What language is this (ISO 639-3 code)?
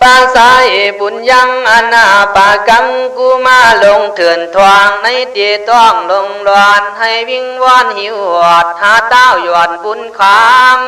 kkh